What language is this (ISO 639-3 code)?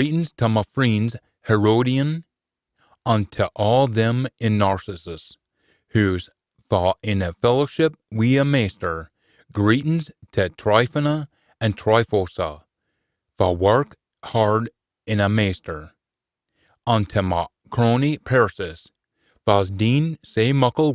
sco